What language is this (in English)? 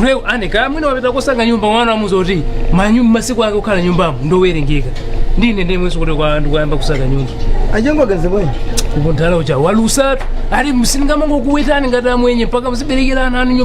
Nyanja